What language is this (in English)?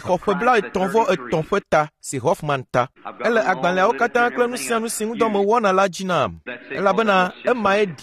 Ewe